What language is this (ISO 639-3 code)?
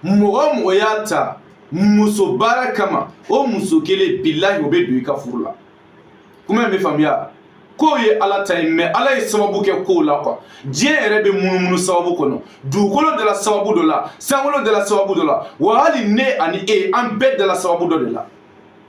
bam